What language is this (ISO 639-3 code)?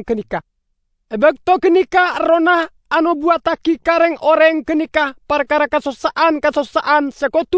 mad